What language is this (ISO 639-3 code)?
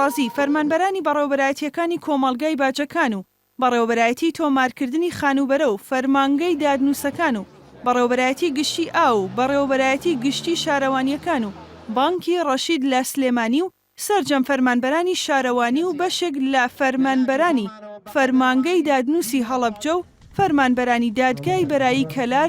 ckb